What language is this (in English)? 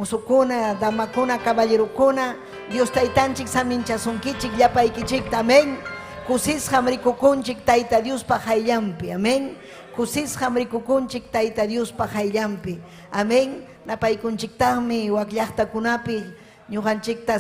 Ayacucho Quechua